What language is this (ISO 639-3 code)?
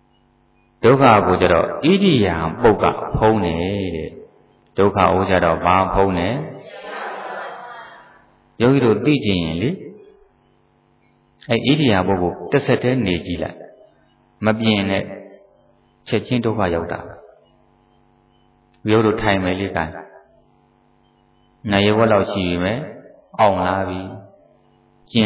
mya